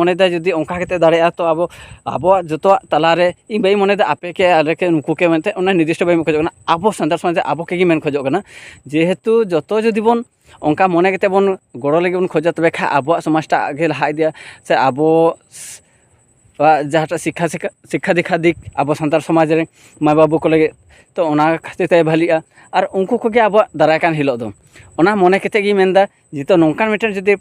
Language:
Santali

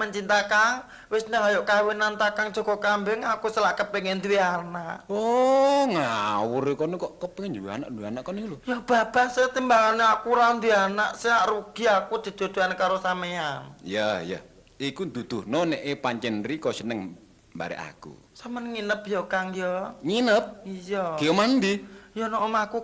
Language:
Javanese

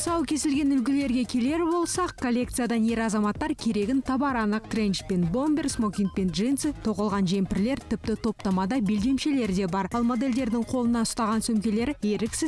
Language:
Kazakh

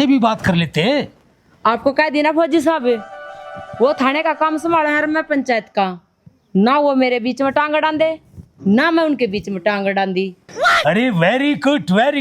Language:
Haryanvi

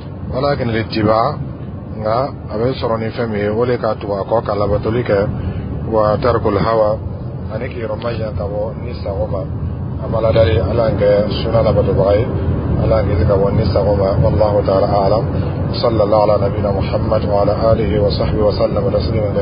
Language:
Dyula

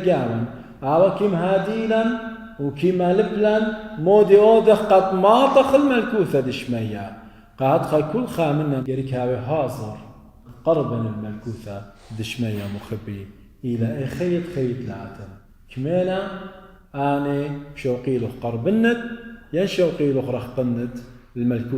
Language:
Assyrian Neo-Aramaic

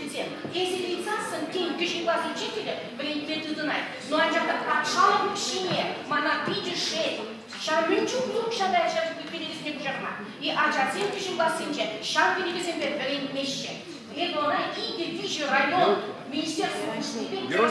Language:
Chuvash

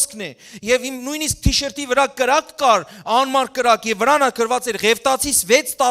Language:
Western Armenian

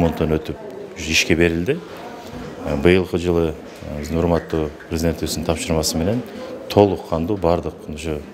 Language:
Kyrgyz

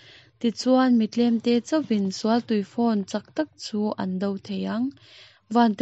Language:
Mizo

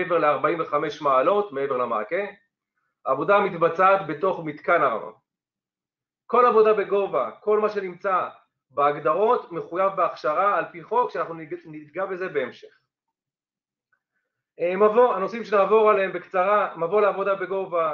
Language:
Hebrew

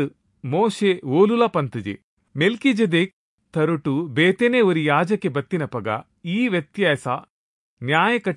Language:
Tulu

